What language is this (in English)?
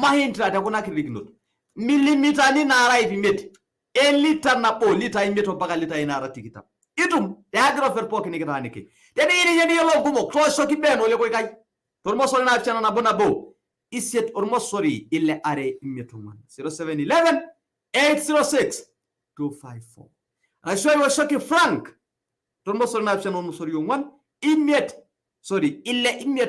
Masai